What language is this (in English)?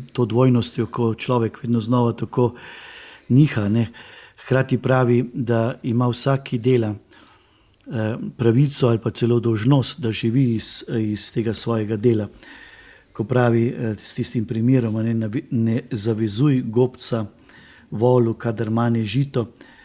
Slovenian